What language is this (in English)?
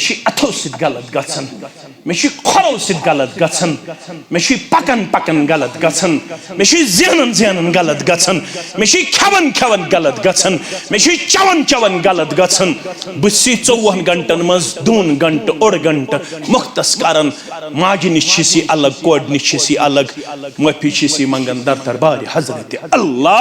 Kashmiri